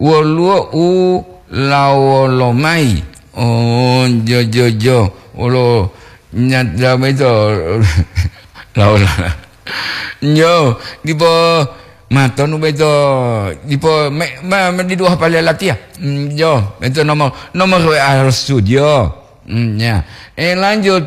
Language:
Gorontalo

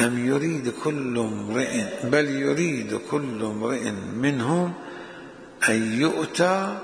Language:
Mesopotamian Arabic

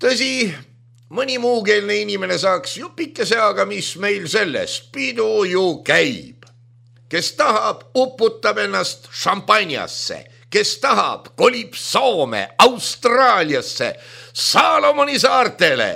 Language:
Estonian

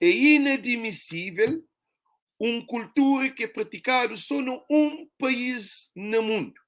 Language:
Kabuverdianu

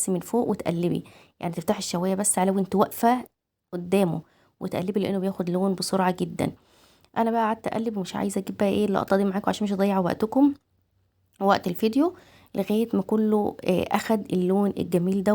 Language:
Egyptian Arabic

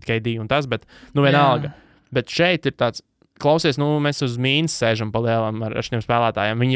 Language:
Latvian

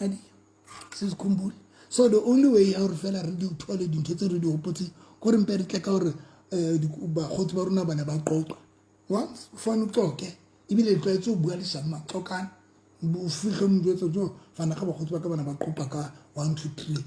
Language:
Southern Sotho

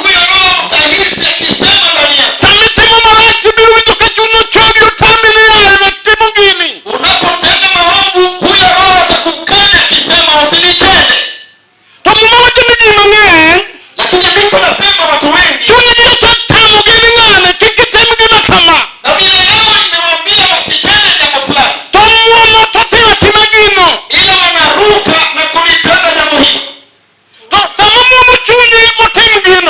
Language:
Luo (Kenya and Tanzania)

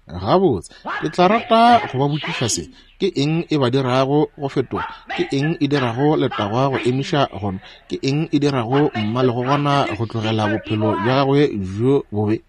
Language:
Northern Sotho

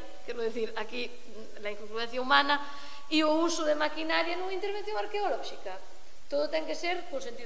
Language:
Galician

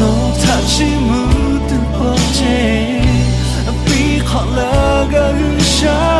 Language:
Lahu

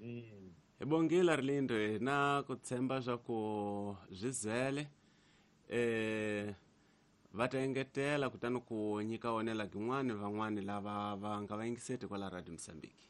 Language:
Tsonga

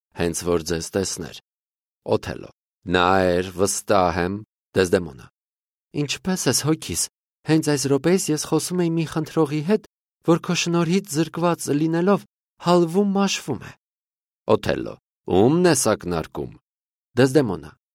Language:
Armenian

